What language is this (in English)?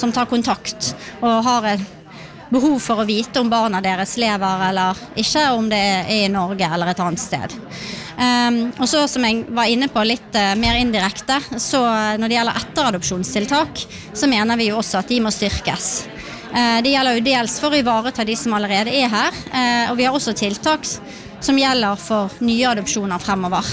Norwegian